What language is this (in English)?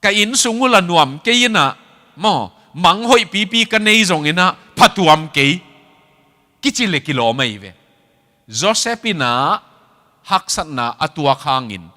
Tedim Chin